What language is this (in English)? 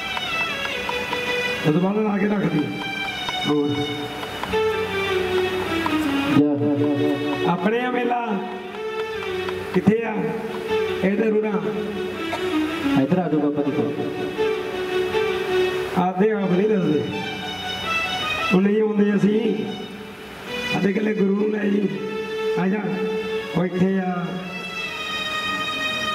Punjabi